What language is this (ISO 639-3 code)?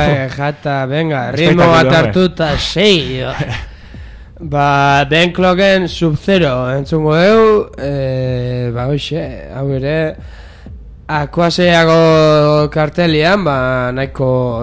eus